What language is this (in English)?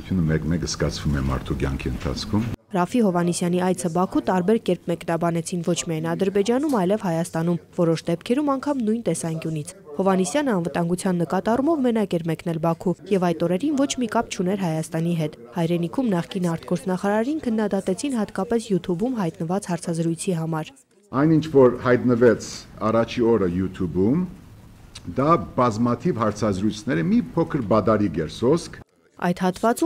Armenian